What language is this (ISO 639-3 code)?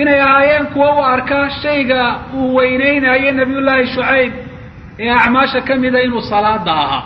som